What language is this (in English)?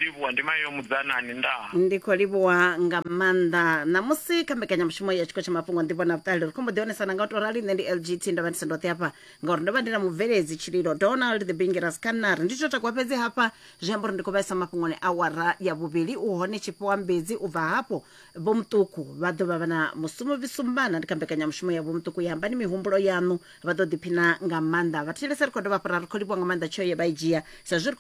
Venda